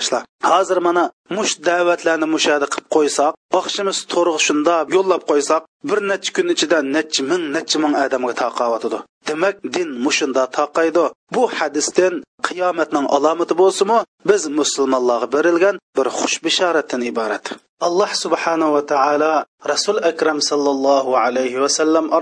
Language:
Uyghur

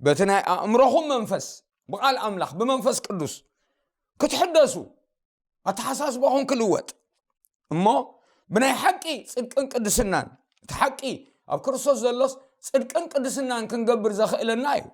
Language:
Tigrinya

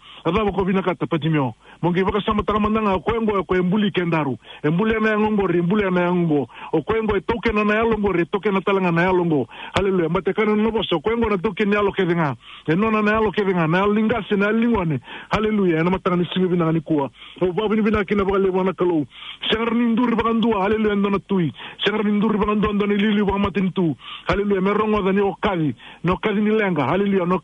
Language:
Fijian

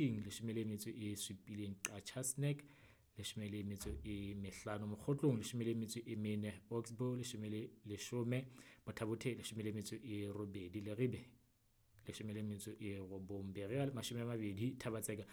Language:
Southern Sotho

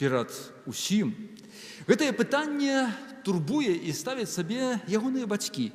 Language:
Belarusian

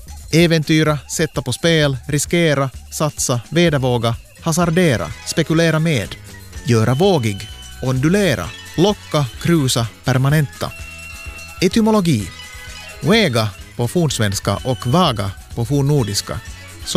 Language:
Swedish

